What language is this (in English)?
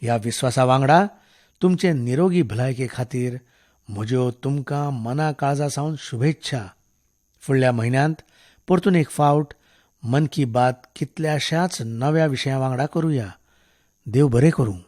Konkani